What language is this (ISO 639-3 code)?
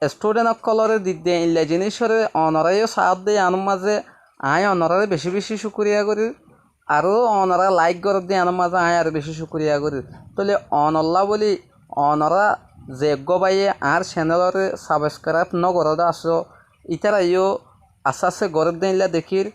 rhg